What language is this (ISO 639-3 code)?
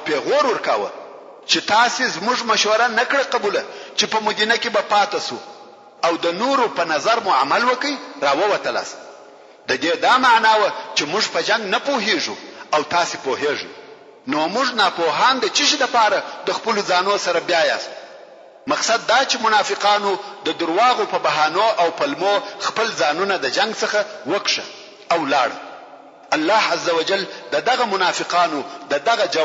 pus